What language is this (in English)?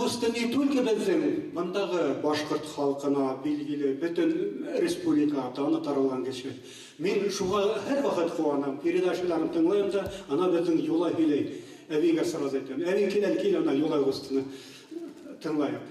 Bashkir